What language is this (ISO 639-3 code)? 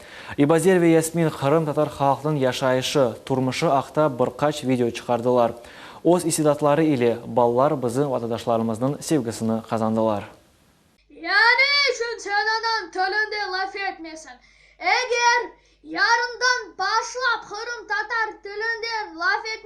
crh